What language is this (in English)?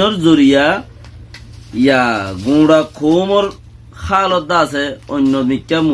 Rohingya